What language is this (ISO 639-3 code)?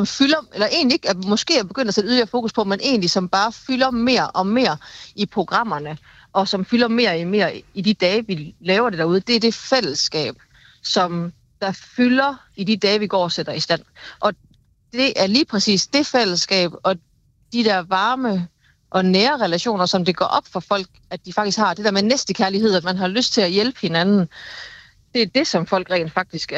dan